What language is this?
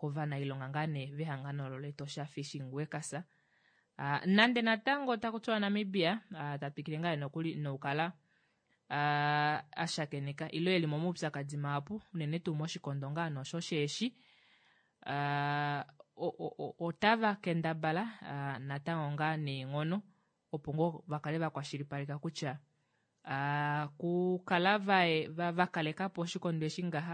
Kuanyama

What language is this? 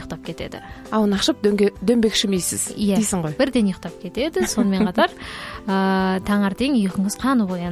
Kazakh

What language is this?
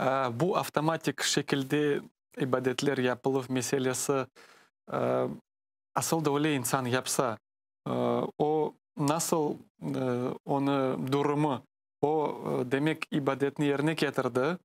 Crimean Tatar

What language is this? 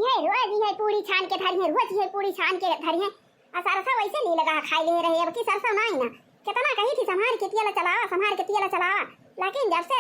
Awadhi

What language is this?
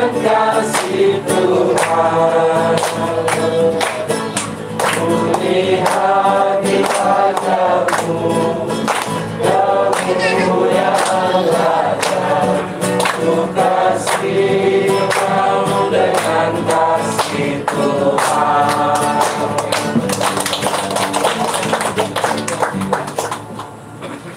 Indonesian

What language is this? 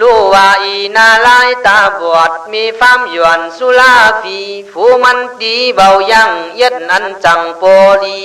Khün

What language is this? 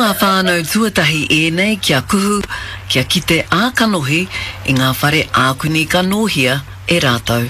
Māori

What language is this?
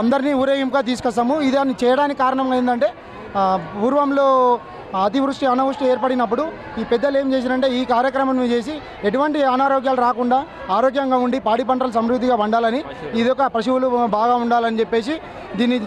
Telugu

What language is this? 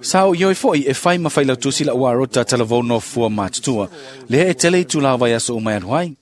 Samoan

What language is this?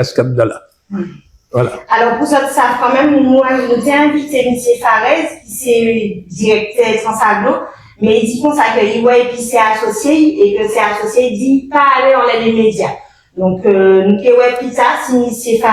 Guadeloupean Creole French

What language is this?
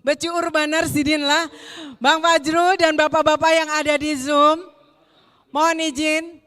Banjar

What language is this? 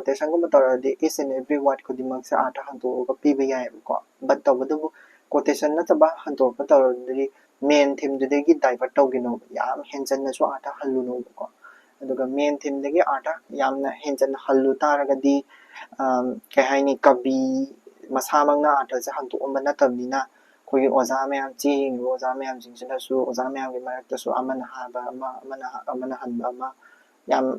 Manipuri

